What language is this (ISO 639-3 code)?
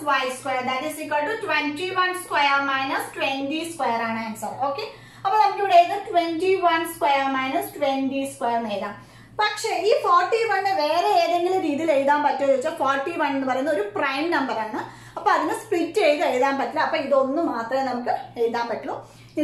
mal